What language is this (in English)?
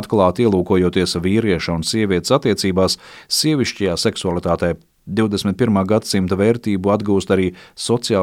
Latvian